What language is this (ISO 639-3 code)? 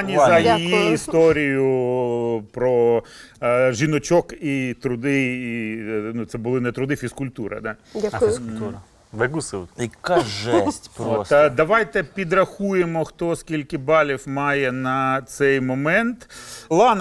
ukr